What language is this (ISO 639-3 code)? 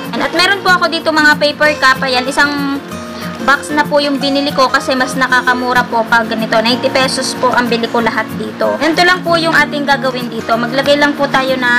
fil